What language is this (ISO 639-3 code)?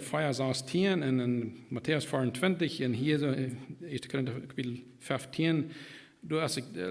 pdt